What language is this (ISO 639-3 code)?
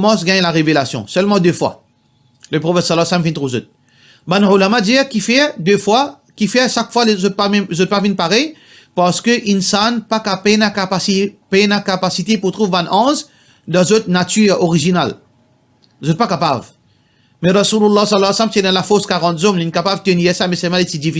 mfe